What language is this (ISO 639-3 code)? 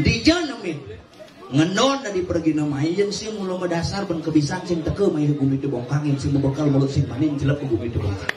ban